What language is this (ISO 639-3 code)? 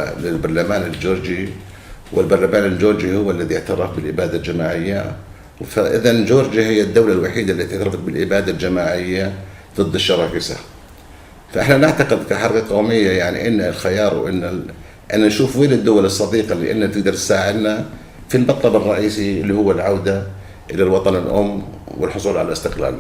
apc